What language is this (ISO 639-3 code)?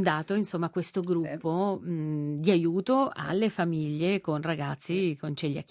ita